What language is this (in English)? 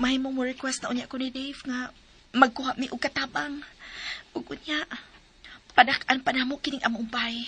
Cebuano